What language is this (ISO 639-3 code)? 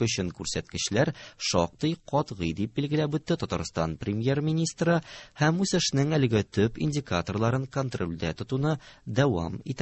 tat